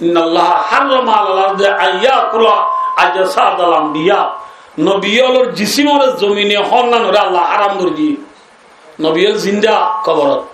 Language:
Rohingya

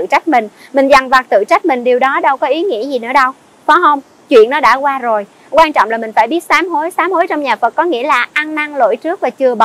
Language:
Vietnamese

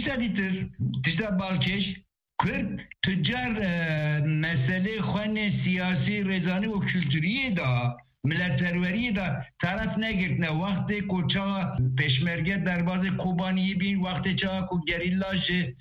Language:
Kurdish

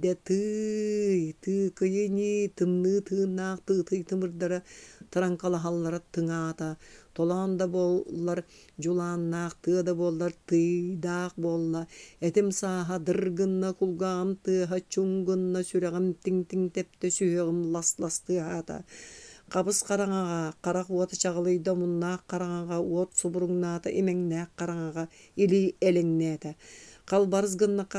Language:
Yakut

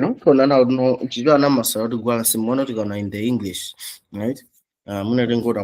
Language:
Nyanja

